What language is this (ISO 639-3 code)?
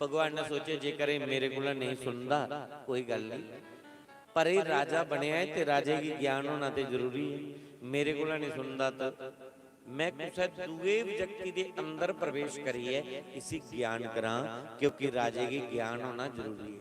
doi